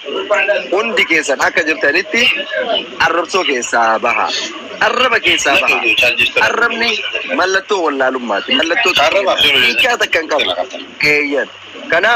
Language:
Oromo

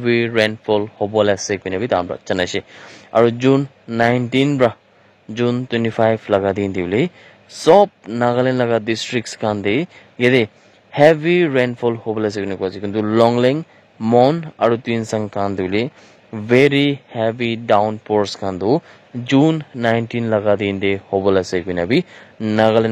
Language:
Naga Pidgin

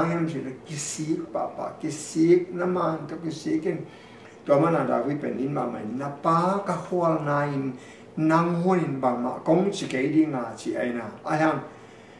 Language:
Tedim Chin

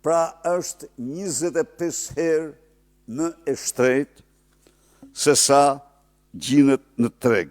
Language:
Albanian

